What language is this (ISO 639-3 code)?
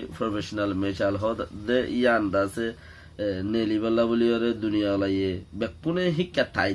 rhg